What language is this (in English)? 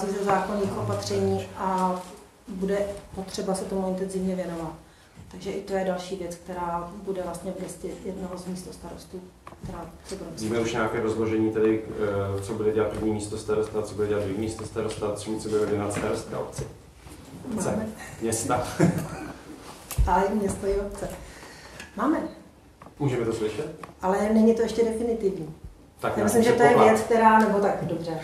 Czech